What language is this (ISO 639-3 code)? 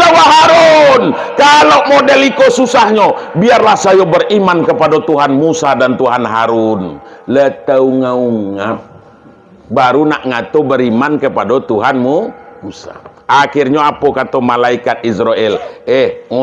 min